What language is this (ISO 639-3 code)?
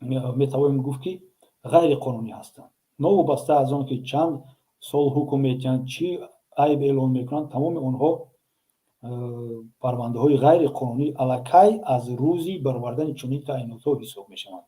tgk